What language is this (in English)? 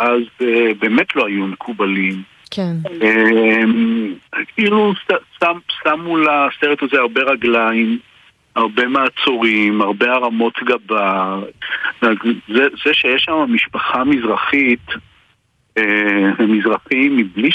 Hebrew